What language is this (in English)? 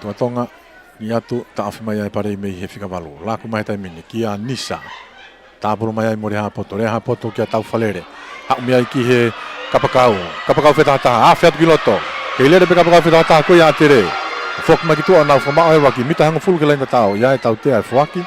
Tongan